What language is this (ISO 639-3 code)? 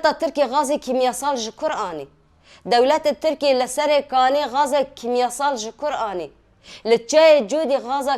kur